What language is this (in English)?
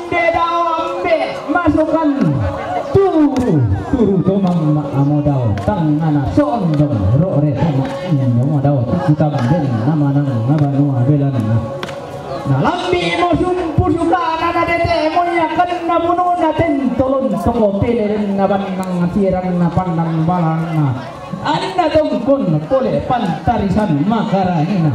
Toraja-Sa'dan